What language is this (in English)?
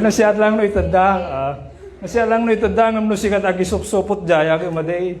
Iloko